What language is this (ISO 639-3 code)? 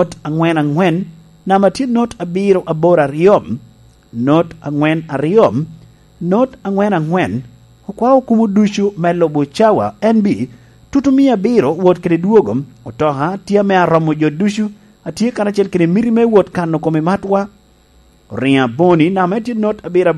laj